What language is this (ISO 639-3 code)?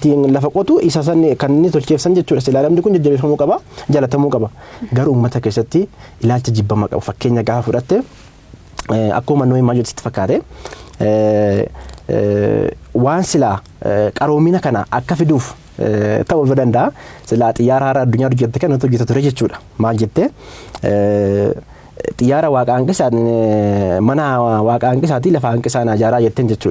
orm